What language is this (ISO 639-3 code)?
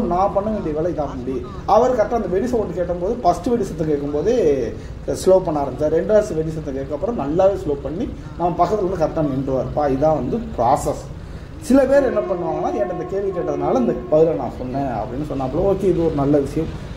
tam